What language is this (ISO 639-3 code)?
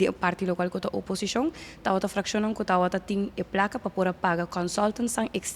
pap